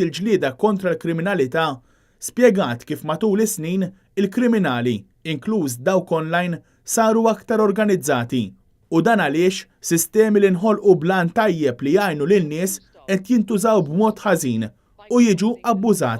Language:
Maltese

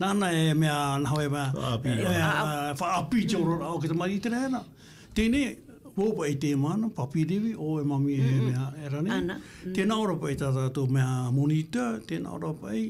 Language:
Tahitian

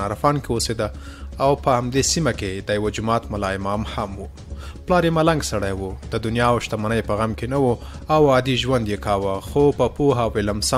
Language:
Pashto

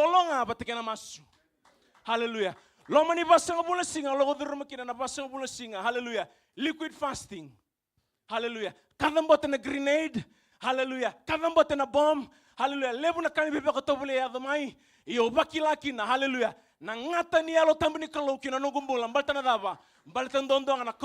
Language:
Fijian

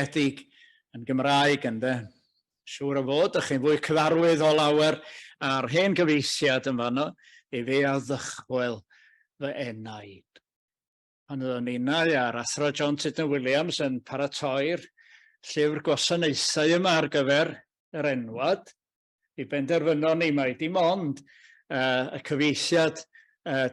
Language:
Welsh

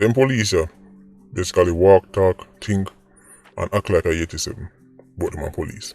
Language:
Jamaican Creole English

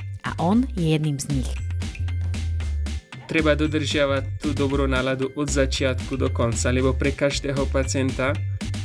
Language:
Slovak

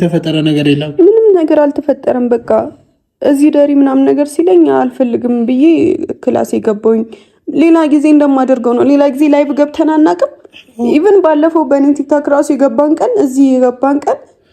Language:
Amharic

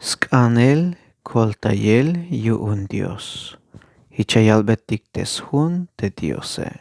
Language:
Tzeltal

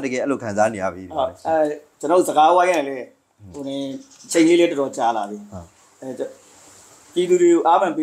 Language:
Burmese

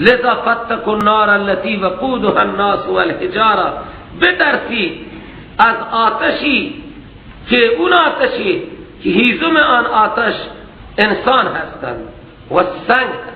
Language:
Persian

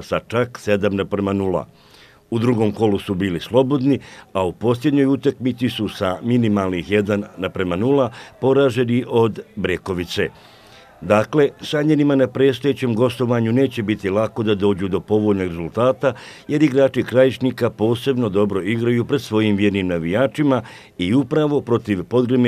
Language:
Bosnian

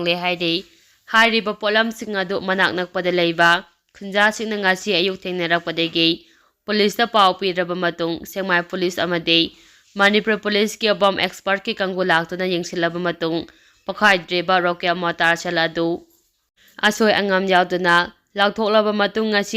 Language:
Manipuri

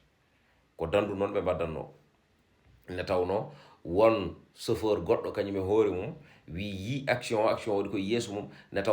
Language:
Fula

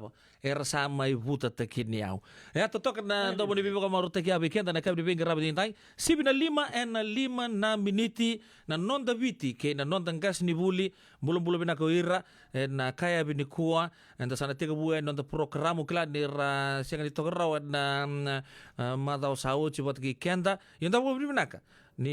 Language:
Fijian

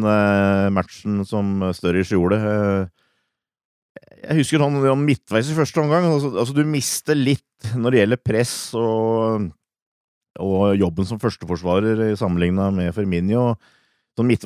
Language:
Norwegian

